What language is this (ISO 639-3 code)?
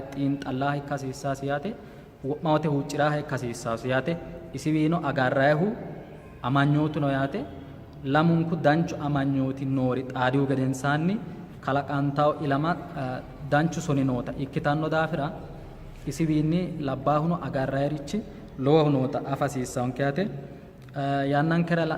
sid